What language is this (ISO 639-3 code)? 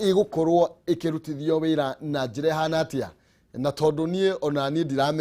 kik